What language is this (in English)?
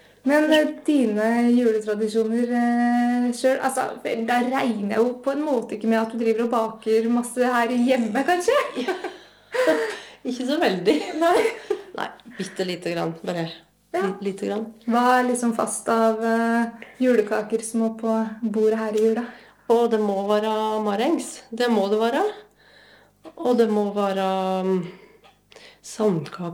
Norwegian